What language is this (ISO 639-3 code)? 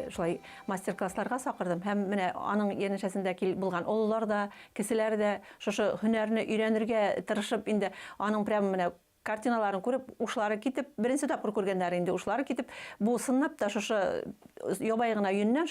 bak